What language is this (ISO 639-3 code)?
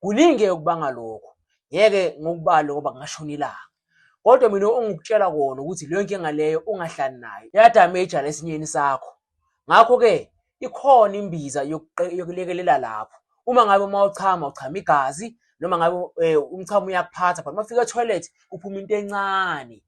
zul